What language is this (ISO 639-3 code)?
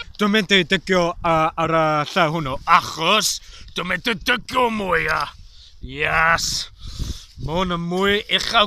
cym